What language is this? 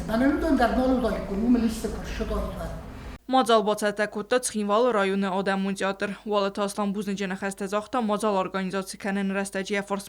Ossetic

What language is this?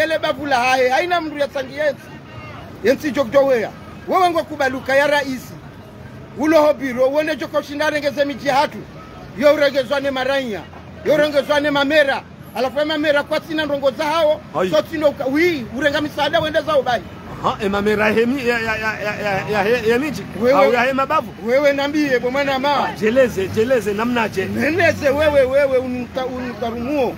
Ngazidja Comorian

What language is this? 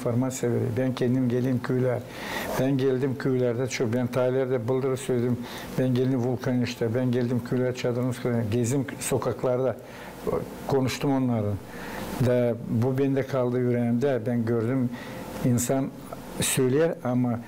Gagauz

